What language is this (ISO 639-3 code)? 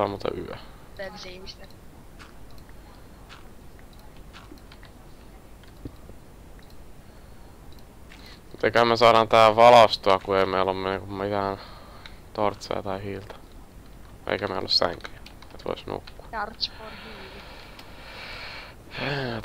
fin